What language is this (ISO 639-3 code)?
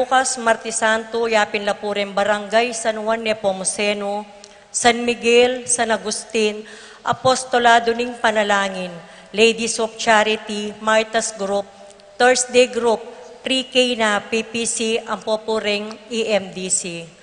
pam